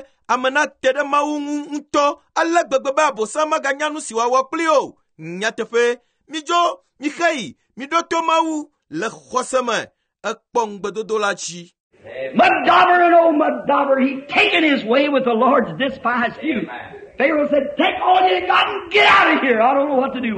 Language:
Ewe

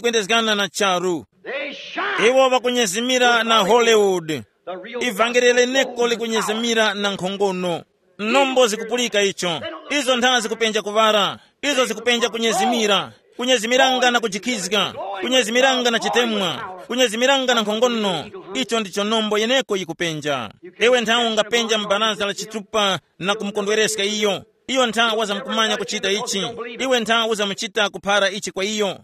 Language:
Tumbuka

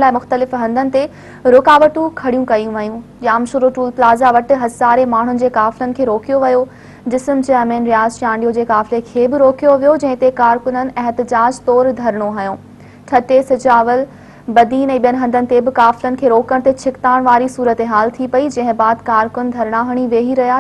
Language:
Sindhi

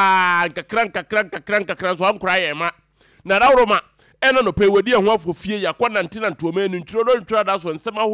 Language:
Akan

